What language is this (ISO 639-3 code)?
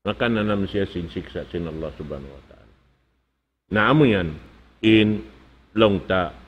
tsg